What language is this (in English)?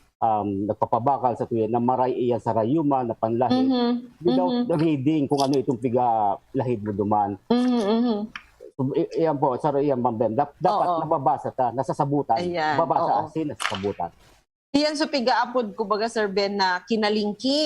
Bikol